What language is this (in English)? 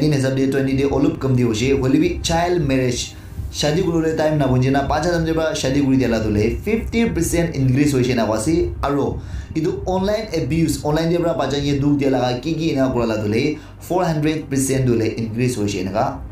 Naga Pidgin